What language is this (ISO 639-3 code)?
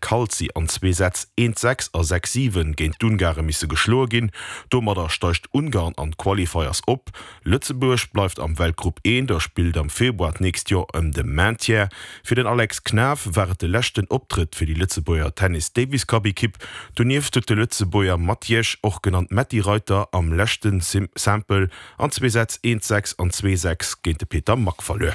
ltz